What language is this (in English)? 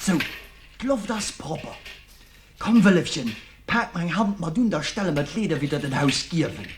Luxembourgish